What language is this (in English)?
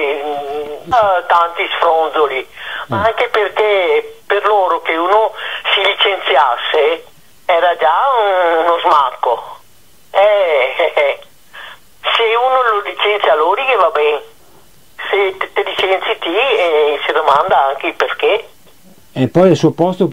Italian